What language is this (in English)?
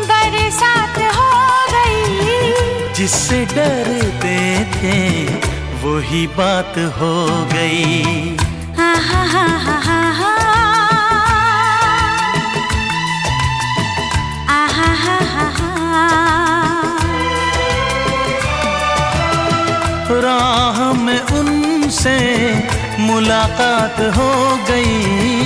Hindi